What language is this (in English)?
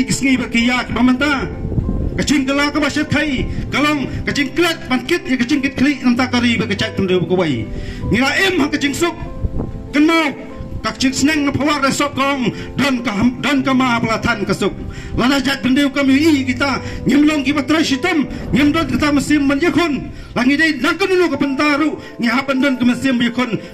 Khasi